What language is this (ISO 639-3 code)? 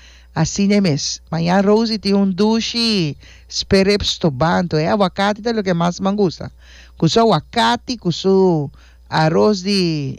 pap